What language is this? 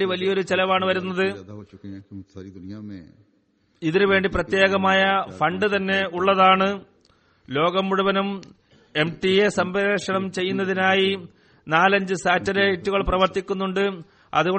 Malayalam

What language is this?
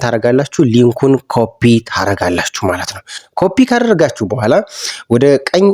Amharic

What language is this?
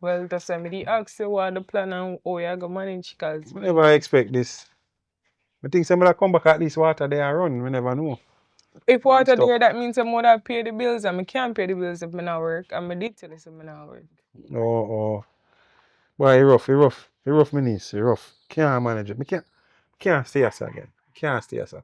Jamaican Creole English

